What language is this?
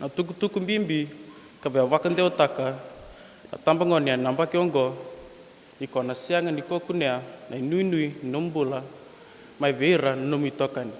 Fijian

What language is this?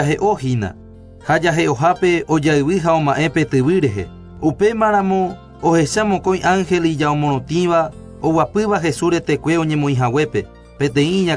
Guarani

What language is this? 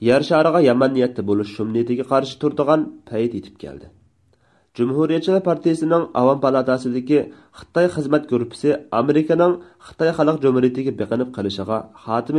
Uyghur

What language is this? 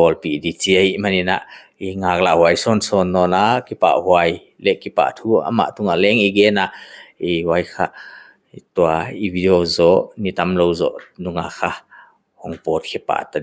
Paite Chin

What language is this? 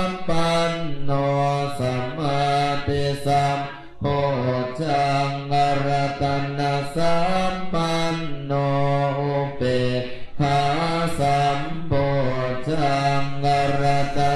Pali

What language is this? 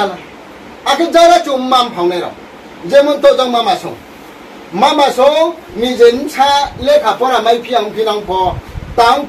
Riang (India)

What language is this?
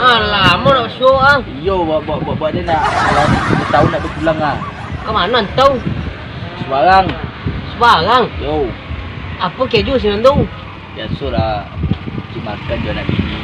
Minangkabau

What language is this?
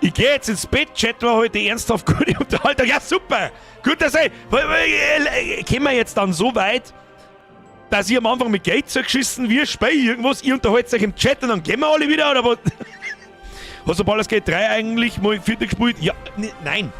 Bavarian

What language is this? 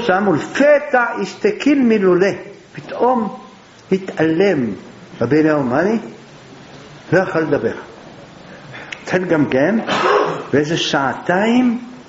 Hebrew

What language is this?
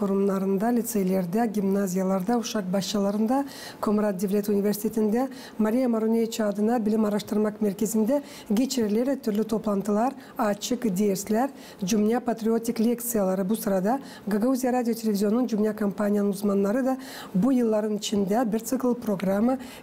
Gagauz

